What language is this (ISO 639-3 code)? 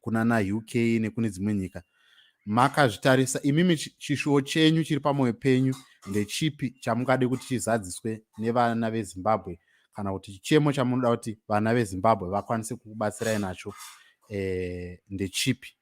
sna